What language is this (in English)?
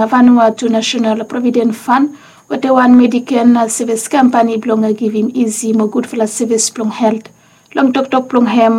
Bislama